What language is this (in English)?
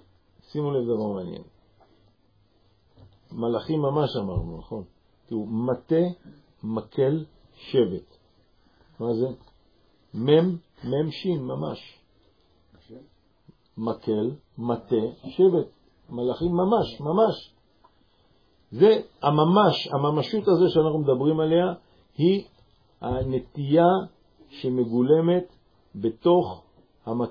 Hebrew